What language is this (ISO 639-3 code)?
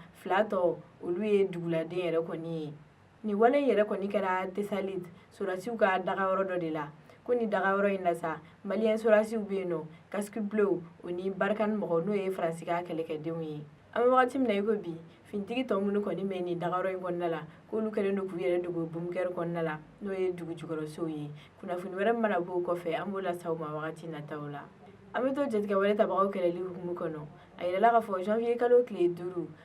bam